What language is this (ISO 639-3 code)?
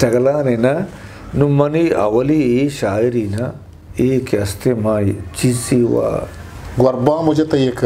bgp